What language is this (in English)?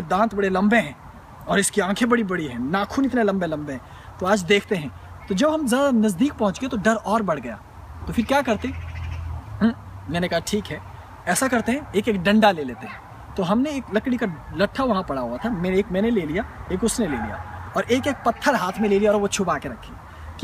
Hindi